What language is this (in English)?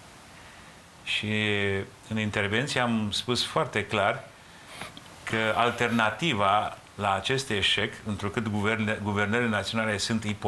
Romanian